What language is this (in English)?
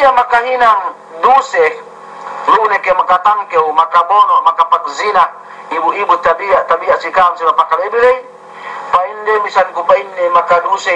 Yakan